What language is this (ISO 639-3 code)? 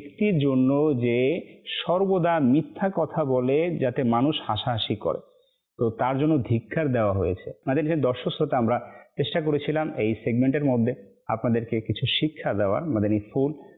ben